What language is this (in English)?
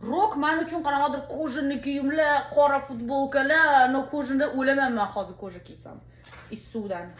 Uzbek